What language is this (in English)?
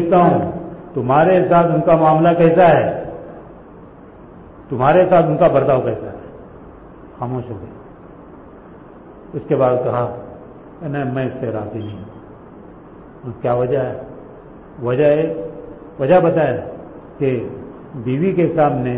Urdu